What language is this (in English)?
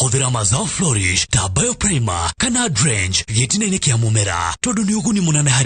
Kikuyu